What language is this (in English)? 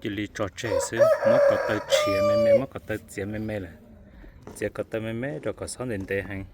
Hmong